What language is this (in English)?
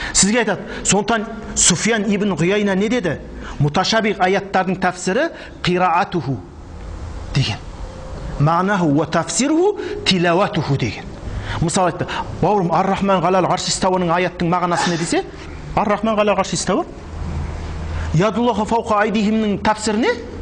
Kazakh